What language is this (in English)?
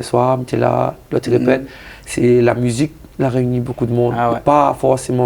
Réunion Creole French